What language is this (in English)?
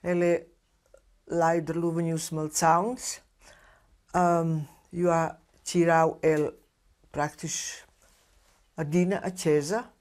Romansh